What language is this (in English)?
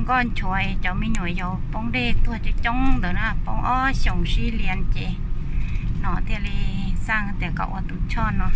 Hmong